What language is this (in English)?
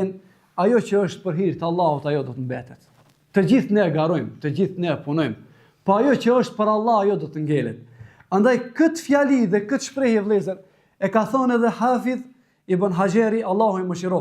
Albanian